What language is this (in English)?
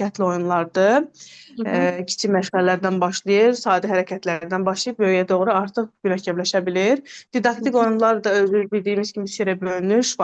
Azerbaijani